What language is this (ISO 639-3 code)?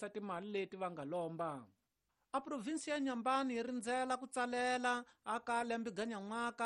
tso